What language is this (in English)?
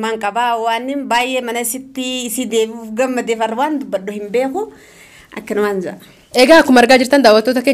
Oromo